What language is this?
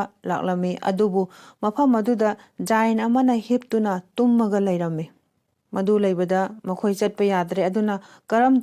Manipuri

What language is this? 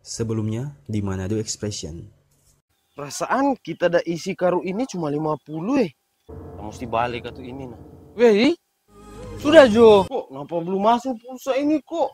Manado Malay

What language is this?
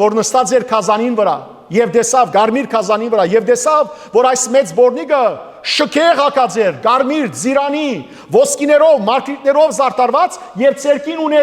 Western Armenian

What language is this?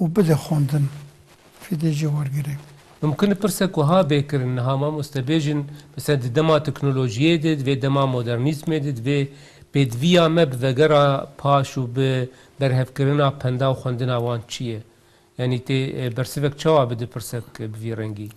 Kurdish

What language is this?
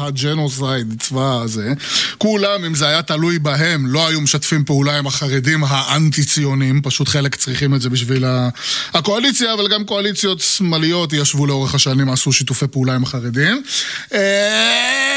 Hebrew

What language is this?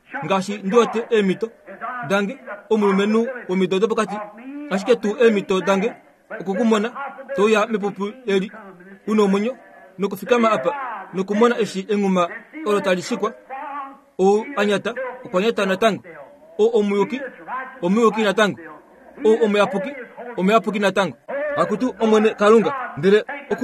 Kuanyama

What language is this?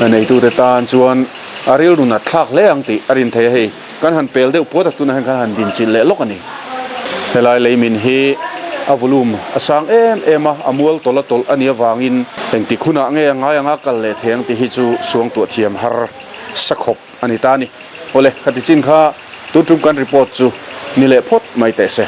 Mizo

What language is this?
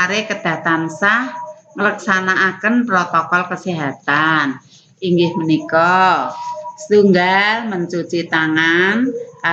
Javanese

